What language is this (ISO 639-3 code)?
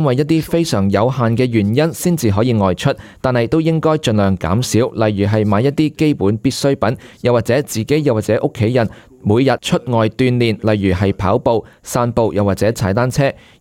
yue